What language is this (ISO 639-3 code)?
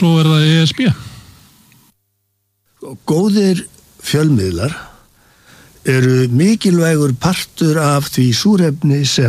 isl